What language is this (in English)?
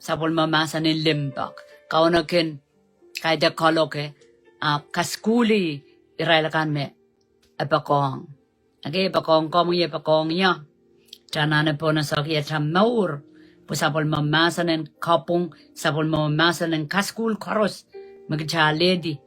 Pohnpeian